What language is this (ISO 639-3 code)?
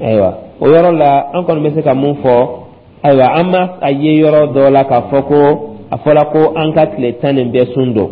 dyu